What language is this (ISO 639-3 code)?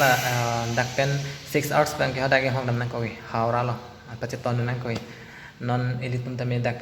mjw